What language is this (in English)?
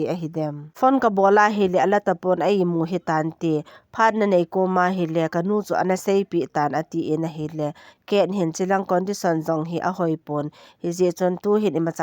Thado Chin